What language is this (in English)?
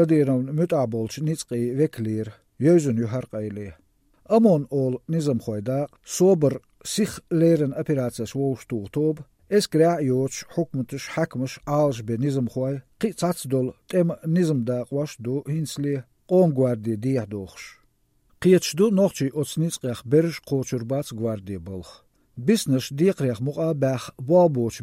Chechen